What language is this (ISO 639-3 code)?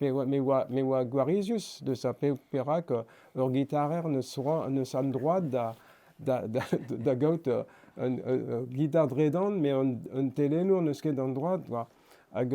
bre